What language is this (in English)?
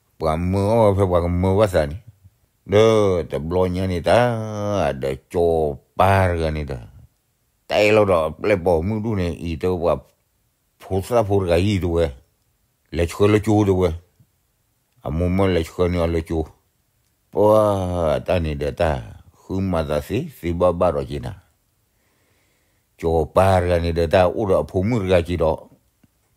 S'gaw Karen